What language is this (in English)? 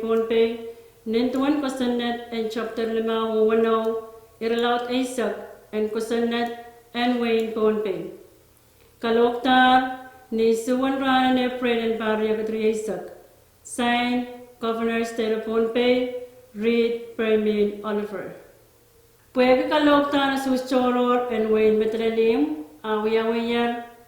Pohnpeian